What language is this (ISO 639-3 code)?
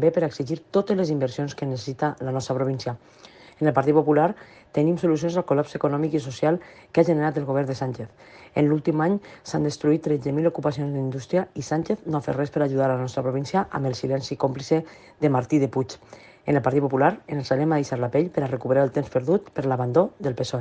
cat